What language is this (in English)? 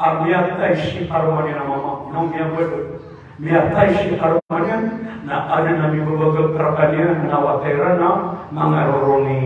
Maranao